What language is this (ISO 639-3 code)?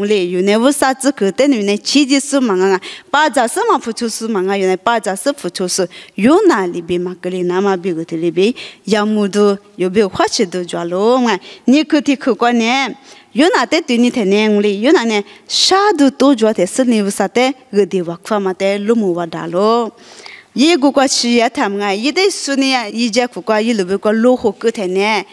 lis